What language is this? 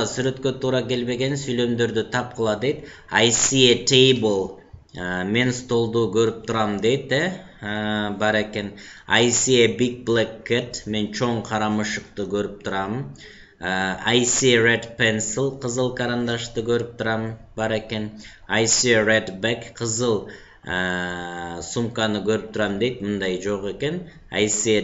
Kyrgyz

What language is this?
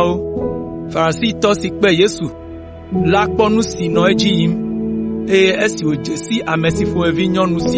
Ewe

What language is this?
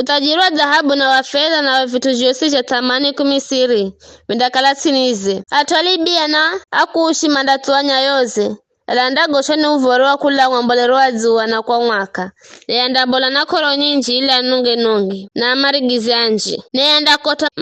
Giryama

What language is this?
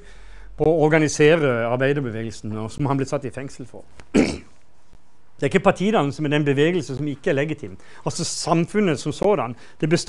Norwegian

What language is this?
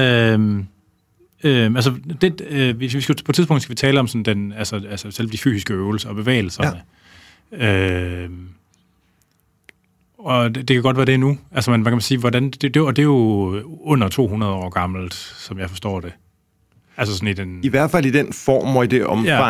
Danish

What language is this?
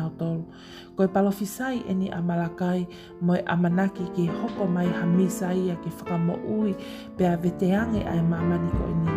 Tongan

